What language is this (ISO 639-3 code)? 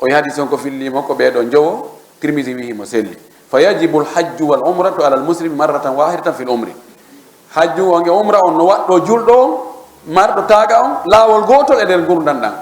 ful